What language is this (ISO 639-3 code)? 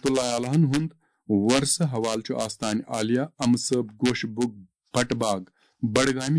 kas